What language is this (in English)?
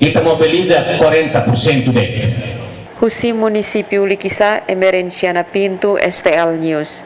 Tetum